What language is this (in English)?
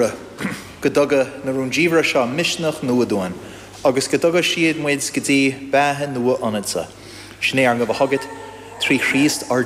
Irish